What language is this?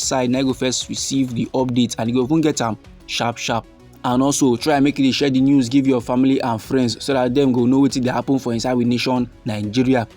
Nigerian Pidgin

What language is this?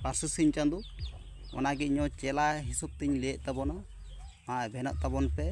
Santali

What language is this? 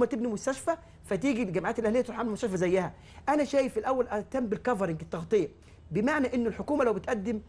Egyptian Arabic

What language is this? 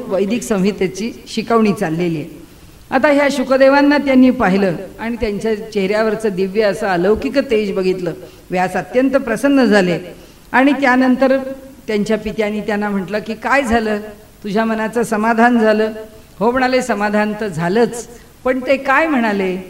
Marathi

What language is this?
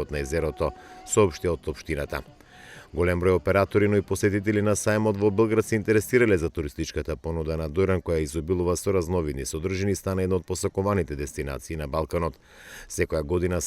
Macedonian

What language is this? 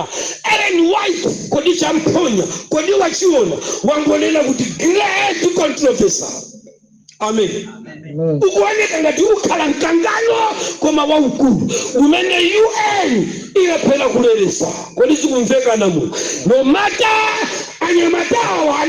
Nyanja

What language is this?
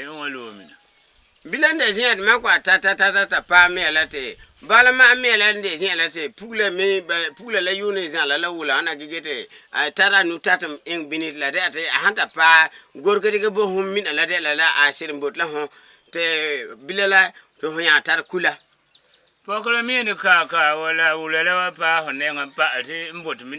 Frafra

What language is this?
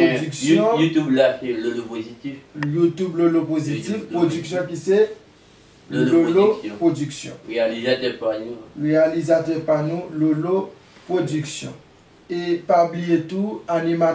Haitian Creole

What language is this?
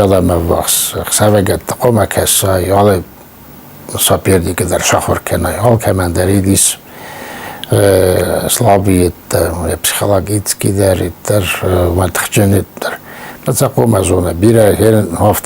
Ossetic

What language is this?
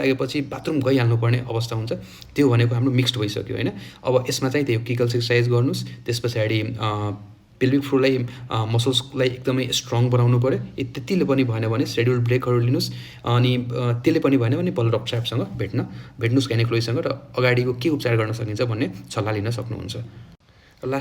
Nepali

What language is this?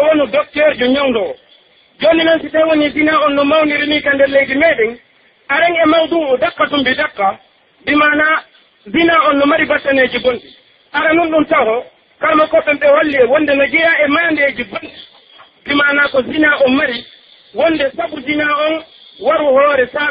Pular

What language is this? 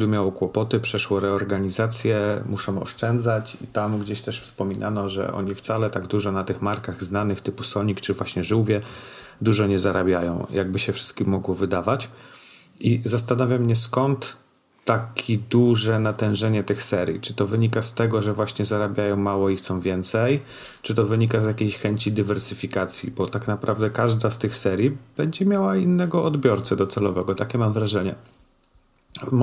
Polish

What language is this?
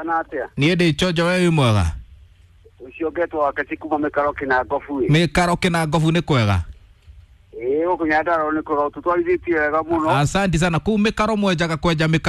Kikuyu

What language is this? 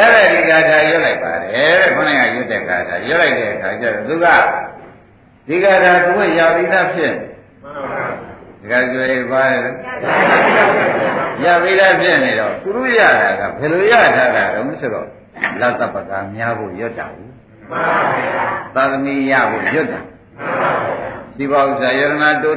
Burmese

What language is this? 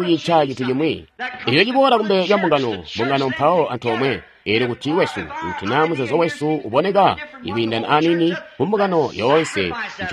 Tonga (Zambia)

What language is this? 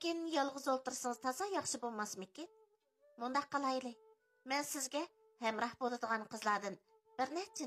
Uyghur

